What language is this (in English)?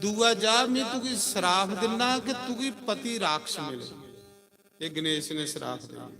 Dogri